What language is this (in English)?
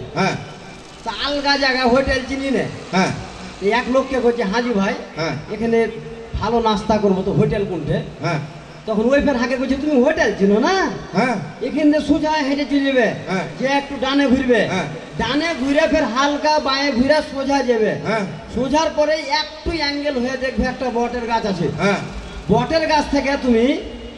Bangla